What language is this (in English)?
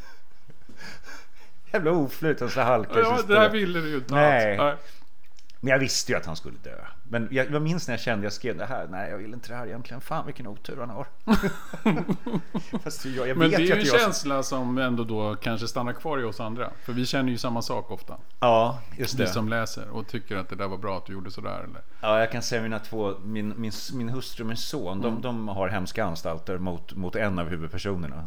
Swedish